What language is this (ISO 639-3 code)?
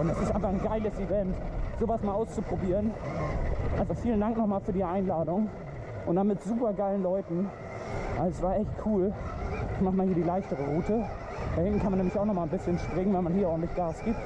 gsw